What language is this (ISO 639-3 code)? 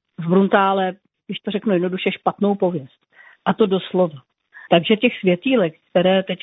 ces